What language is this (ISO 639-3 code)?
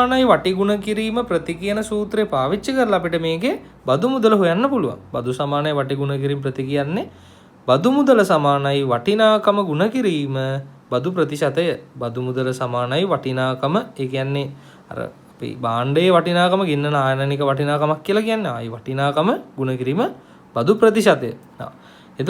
sin